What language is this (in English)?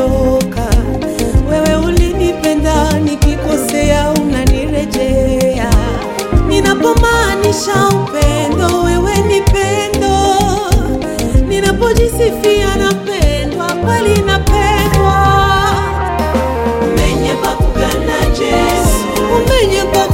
Swahili